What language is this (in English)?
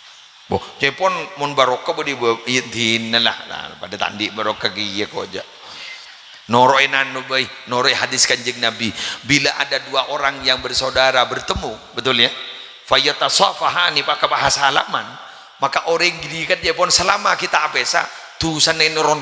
Madurese